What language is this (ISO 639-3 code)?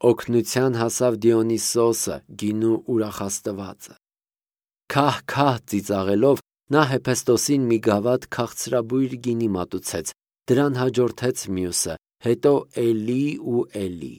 hye